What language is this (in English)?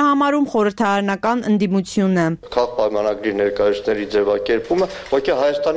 Armenian